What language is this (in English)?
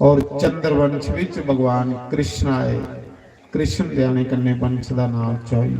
Dogri